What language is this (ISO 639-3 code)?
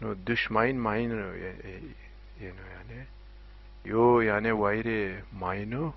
zza